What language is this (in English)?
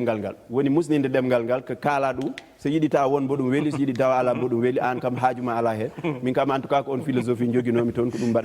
Fula